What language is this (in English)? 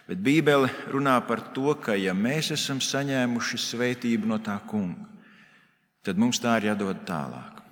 Latvian